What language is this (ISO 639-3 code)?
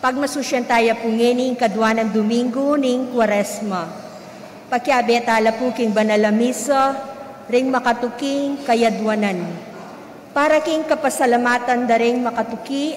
pam